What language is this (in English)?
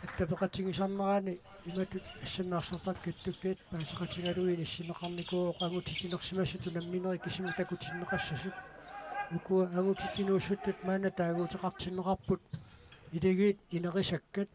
Kalaallisut